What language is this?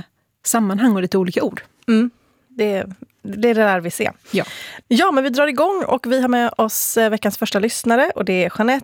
Swedish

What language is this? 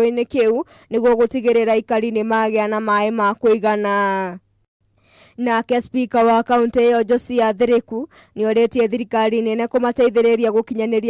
Kikuyu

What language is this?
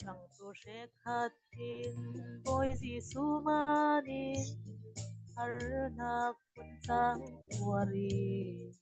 Falam Chin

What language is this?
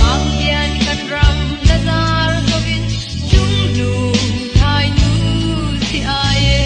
Falam Chin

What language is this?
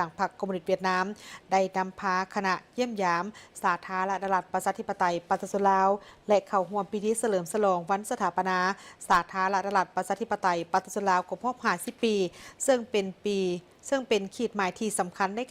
Lao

